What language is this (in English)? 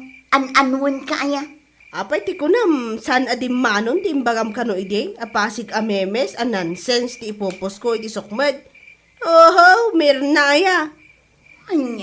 Iloko